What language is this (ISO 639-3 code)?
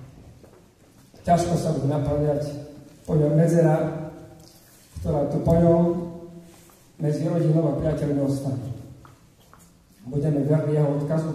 slk